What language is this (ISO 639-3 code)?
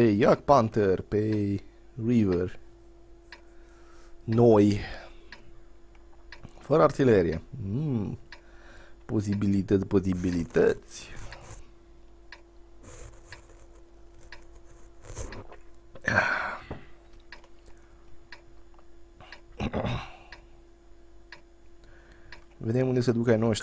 ron